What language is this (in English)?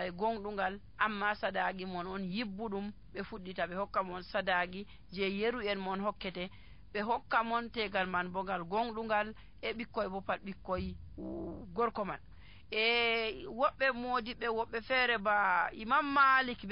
Nigerian Fulfulde